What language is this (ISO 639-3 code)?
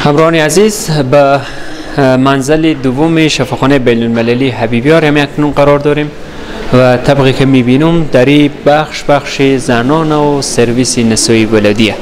fas